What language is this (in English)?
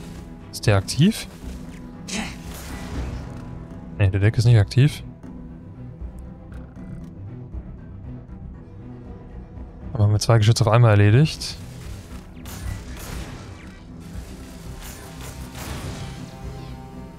German